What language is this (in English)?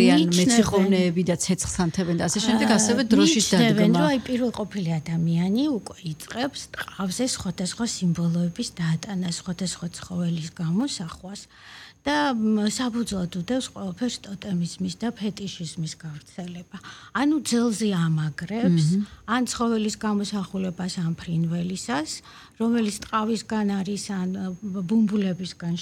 Georgian